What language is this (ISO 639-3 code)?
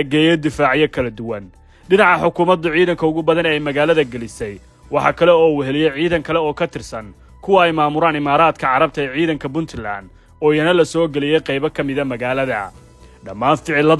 som